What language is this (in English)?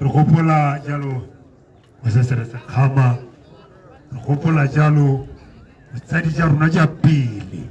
Tswana